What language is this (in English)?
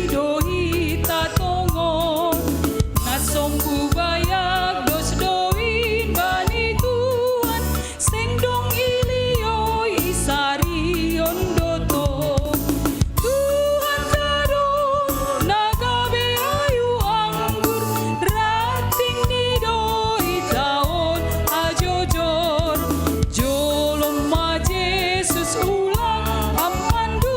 Batak Simalungun